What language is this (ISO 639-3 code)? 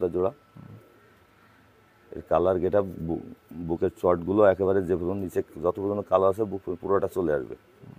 ben